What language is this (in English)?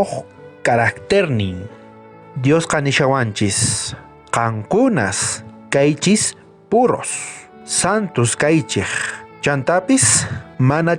South Bolivian Quechua